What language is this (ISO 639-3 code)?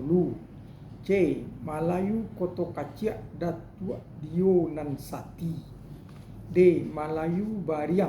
min